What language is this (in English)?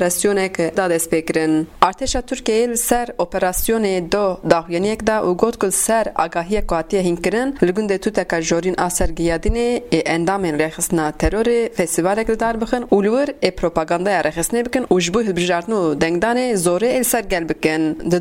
Kurdish